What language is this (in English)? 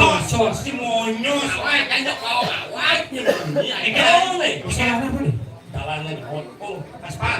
Balinese